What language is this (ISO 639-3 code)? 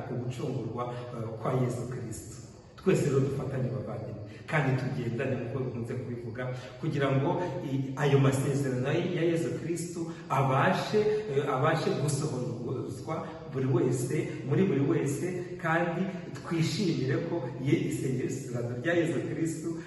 kin